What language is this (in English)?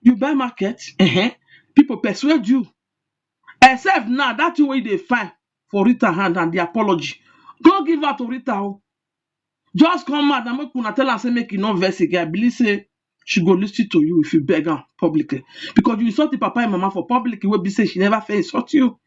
Nigerian Pidgin